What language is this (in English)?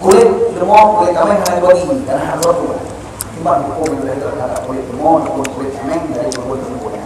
Achinese